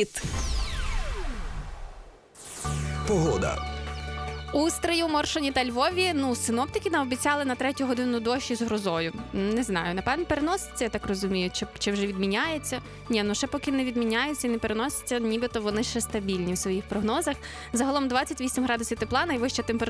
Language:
Ukrainian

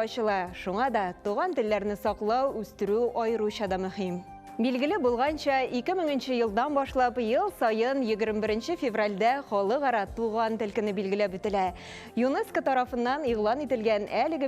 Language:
Tatar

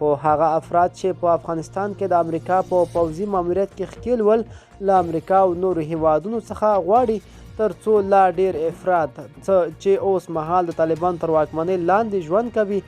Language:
Pashto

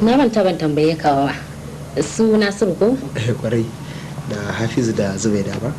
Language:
Hausa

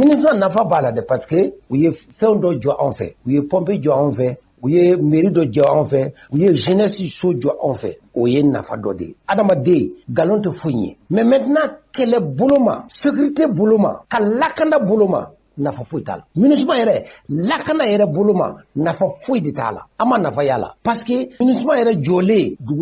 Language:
Bambara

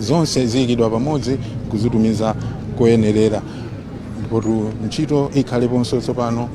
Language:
Nyanja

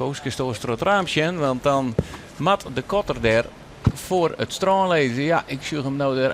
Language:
Western Frisian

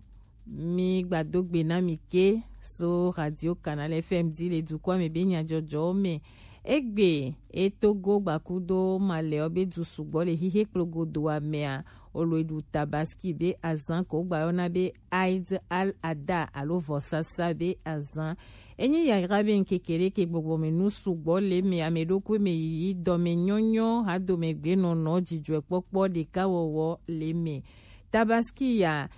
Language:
Gen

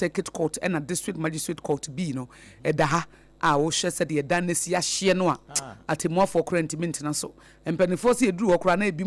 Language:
Akan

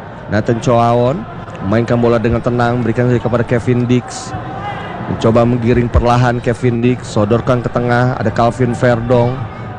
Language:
Indonesian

